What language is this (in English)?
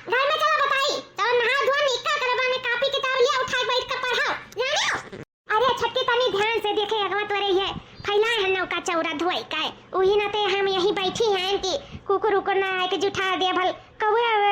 Awadhi